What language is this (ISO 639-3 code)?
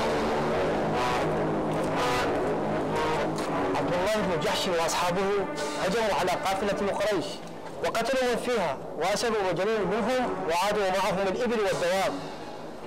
ara